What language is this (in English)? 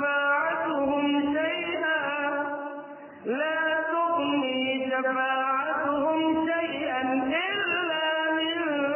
Arabic